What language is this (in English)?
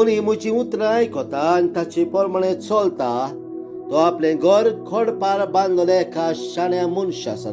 Konkani